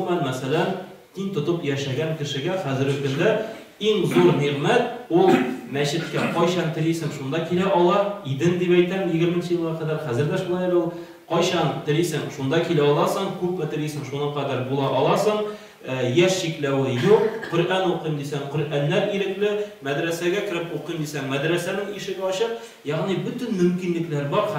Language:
Tatar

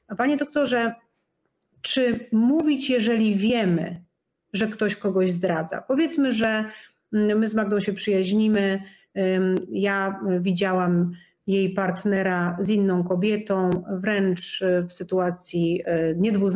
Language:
Polish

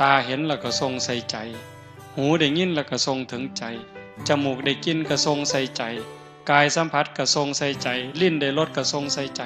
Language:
Northeastern Thai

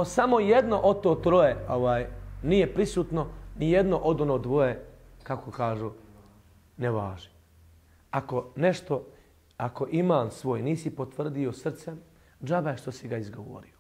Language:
Bosnian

